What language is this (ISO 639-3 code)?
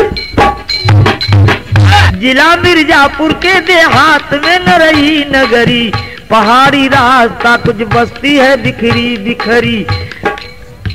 bho